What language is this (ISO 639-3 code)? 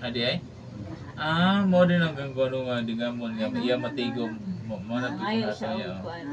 ceb